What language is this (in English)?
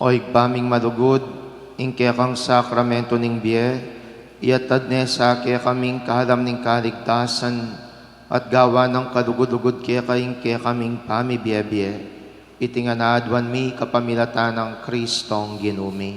Pampanga